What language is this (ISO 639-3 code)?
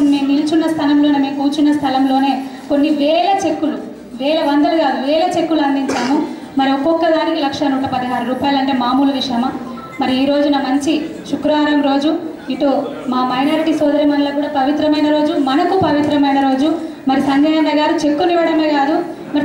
tel